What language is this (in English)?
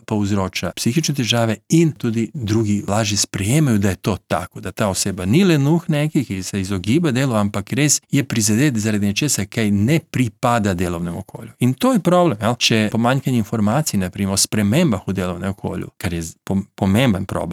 Slovenian